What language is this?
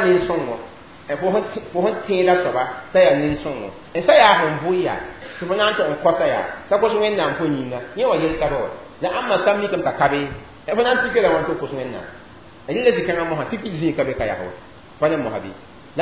Mossi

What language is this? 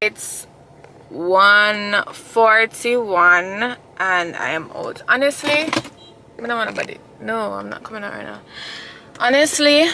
Jamaican Creole English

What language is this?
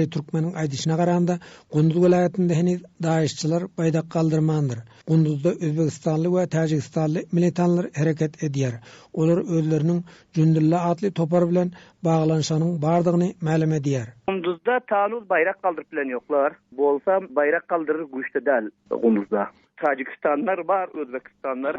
Turkmen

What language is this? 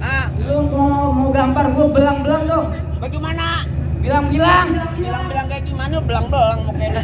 Betawi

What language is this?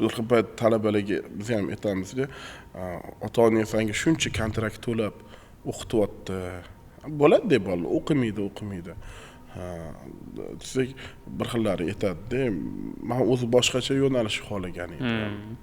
Uzbek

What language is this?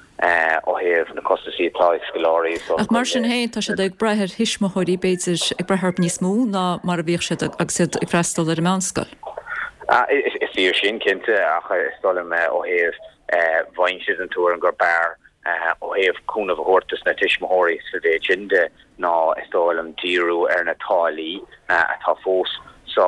Irish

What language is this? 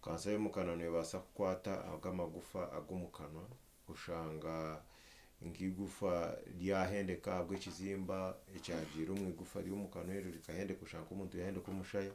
Nyankole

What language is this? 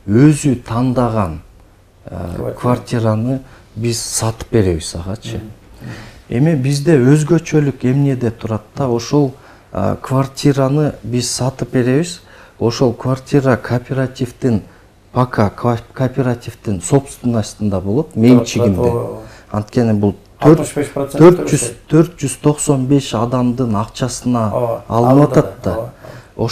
Kyrgyz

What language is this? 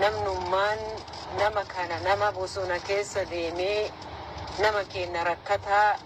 Oromo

